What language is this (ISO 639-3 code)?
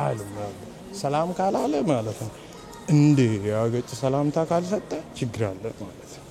amh